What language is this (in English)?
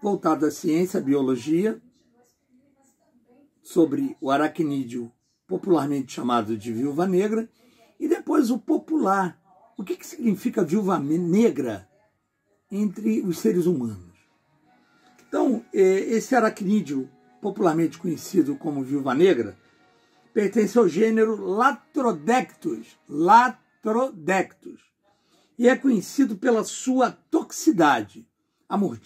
Portuguese